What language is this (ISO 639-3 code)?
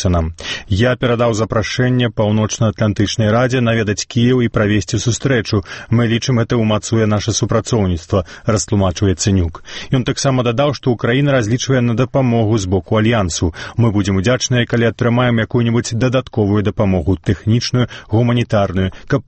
bel